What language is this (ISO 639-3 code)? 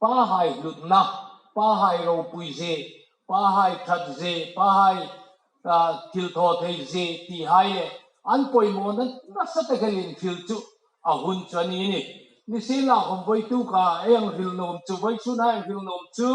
hmr